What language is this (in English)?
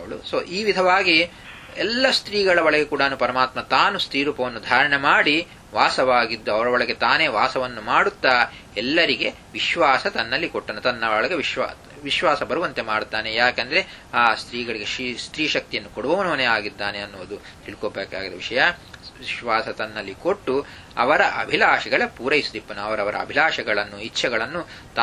Kannada